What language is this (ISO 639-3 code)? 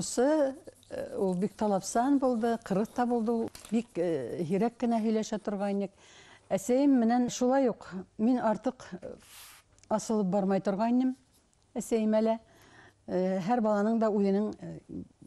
bak